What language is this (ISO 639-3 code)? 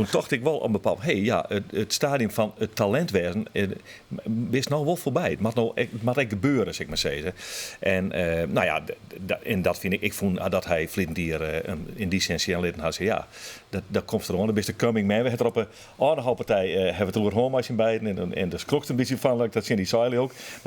fry